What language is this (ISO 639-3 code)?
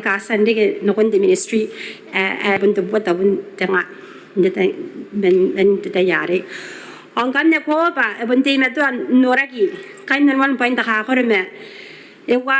gil